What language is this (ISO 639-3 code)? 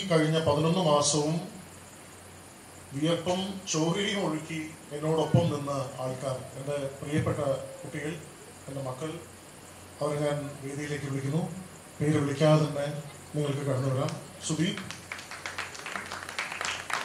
mal